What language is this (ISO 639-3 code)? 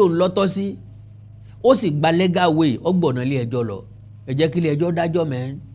yor